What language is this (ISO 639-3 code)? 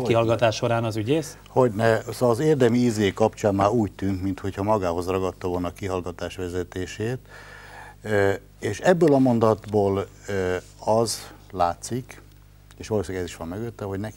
hun